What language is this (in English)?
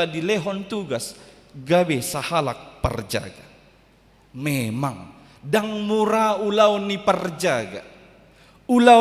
Batak Toba